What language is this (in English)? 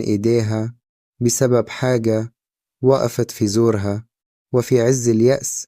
Egyptian Arabic